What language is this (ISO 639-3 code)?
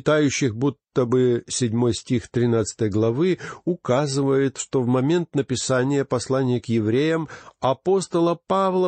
rus